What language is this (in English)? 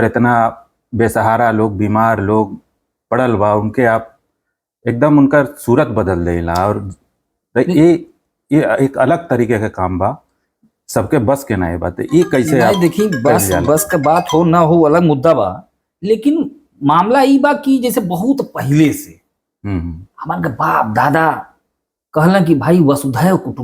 Bhojpuri